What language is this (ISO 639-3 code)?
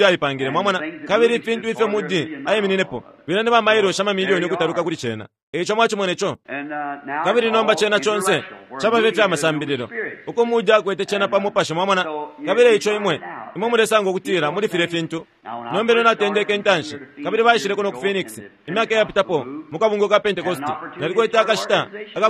bem